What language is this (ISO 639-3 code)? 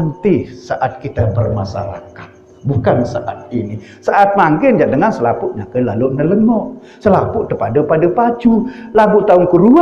sas